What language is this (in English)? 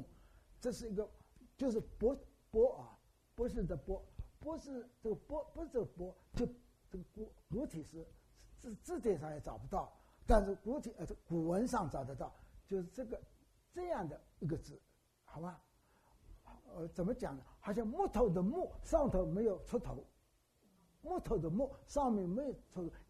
Chinese